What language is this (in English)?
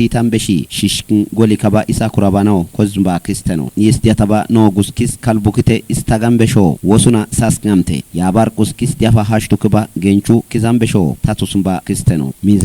Kafa